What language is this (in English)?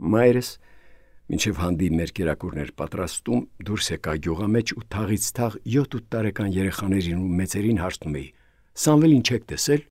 Armenian